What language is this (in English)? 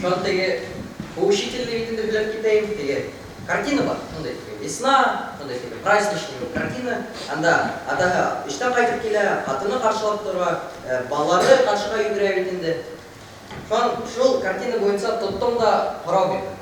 Bashkir